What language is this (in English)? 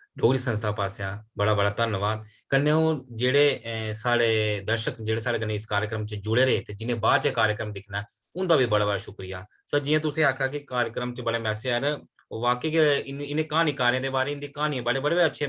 Dogri